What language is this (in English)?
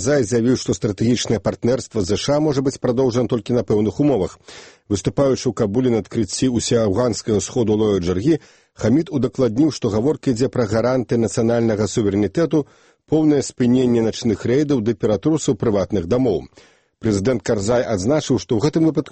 Belarusian